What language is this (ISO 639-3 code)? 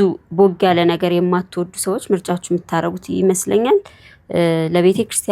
amh